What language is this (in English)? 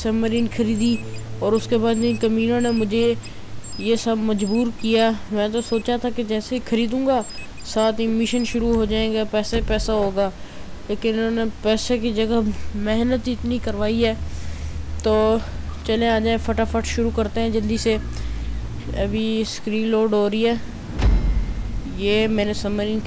Hindi